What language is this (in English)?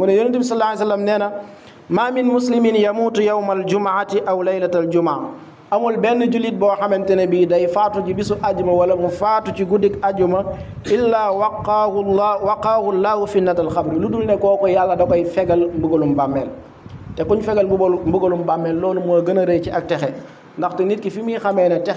Wolof